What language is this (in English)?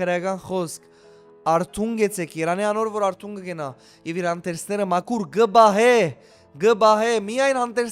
Western Armenian